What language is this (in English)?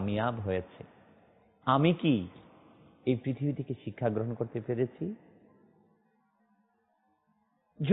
Bangla